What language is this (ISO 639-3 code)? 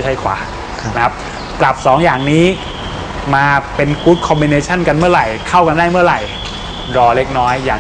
tha